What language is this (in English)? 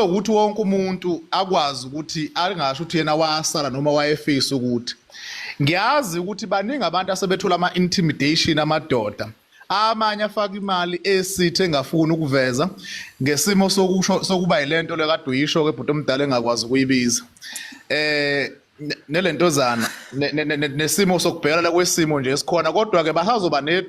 Zulu